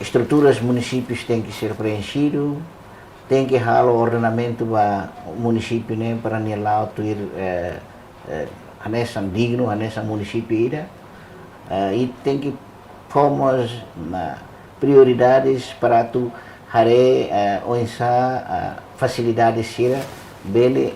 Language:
Tetum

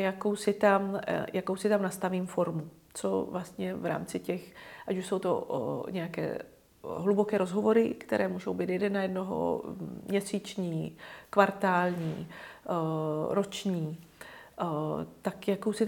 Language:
Czech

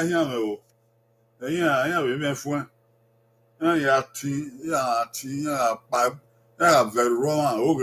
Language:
Bini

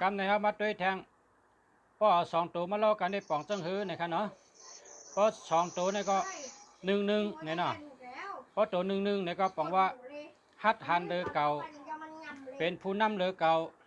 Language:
Shan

